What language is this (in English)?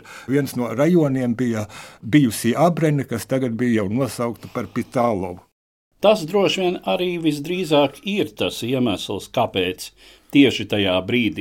Latvian